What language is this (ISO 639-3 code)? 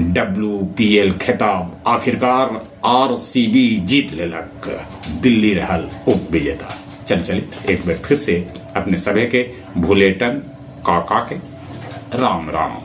mag